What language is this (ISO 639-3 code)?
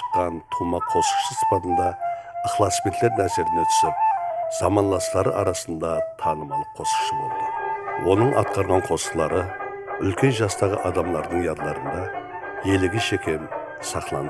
kaa